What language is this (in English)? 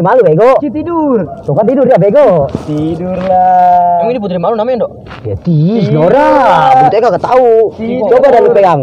Betawi